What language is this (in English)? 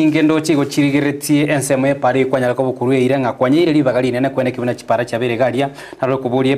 Gusii